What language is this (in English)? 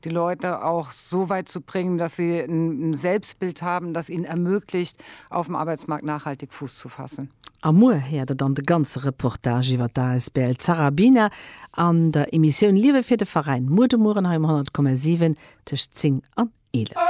Luxembourgish